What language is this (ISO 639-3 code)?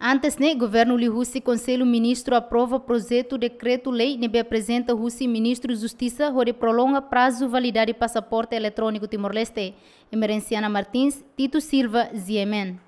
tet